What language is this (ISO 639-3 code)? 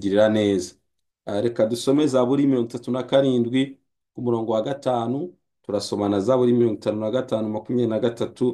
run